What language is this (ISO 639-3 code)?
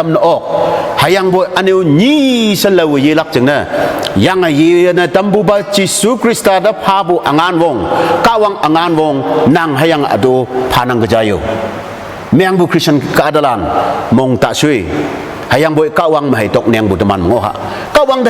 nbe